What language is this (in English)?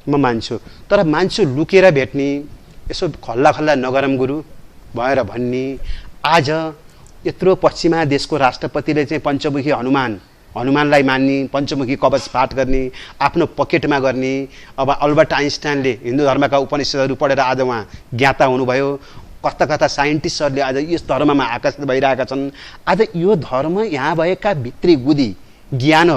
Nepali